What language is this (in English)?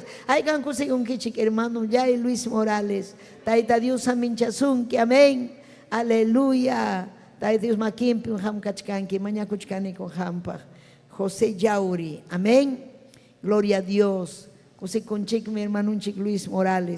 Ayacucho Quechua